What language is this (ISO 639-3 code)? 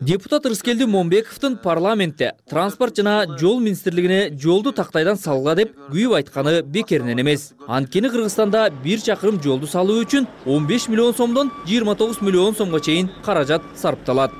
kir